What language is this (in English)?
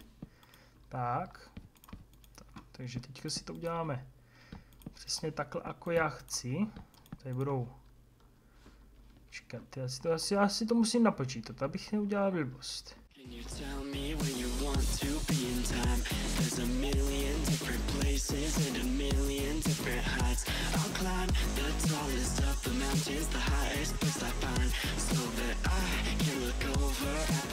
Czech